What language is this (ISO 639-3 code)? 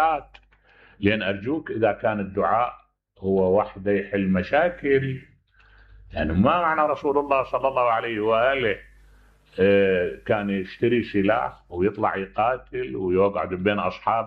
acm